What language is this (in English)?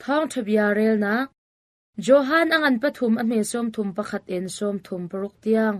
Hakha Chin